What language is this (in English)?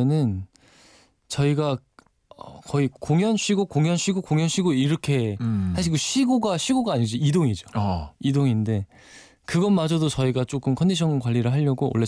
Korean